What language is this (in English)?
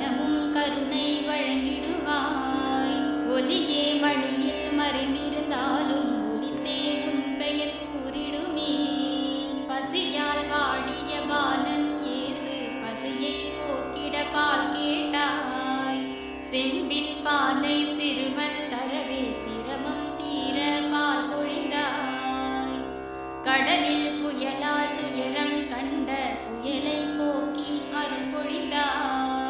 Tamil